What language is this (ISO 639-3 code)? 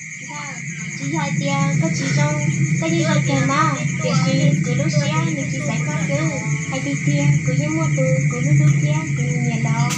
hmn